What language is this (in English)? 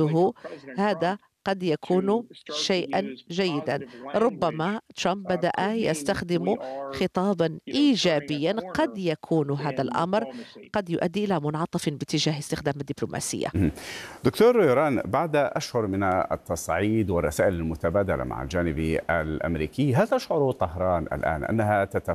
Arabic